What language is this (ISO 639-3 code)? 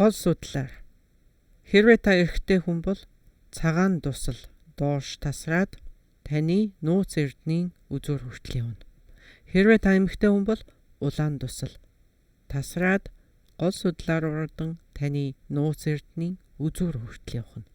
mon